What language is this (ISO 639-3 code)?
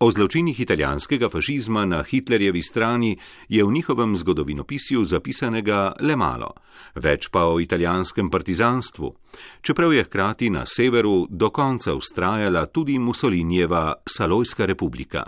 slv